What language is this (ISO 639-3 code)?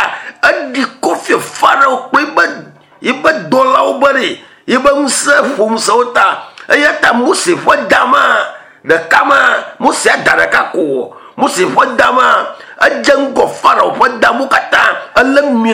ewe